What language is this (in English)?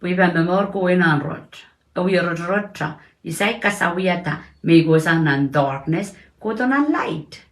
Pohnpeian